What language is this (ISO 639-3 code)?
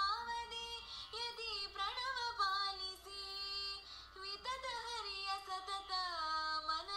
kan